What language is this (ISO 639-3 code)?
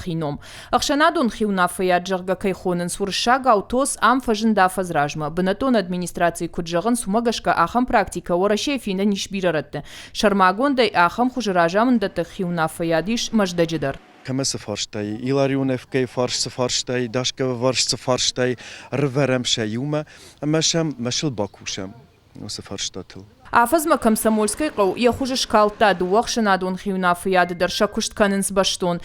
oss